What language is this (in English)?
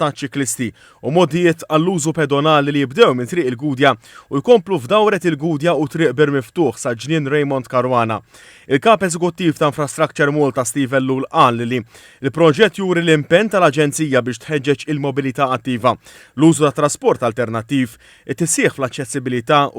Maltese